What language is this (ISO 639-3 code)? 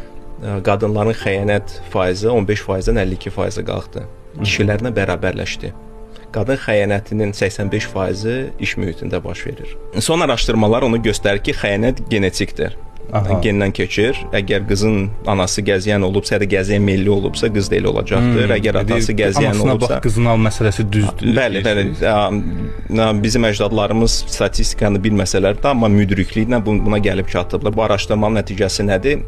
aze